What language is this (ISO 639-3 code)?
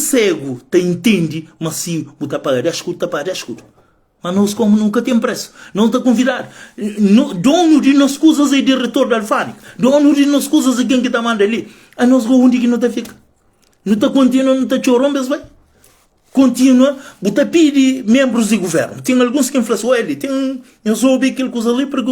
kea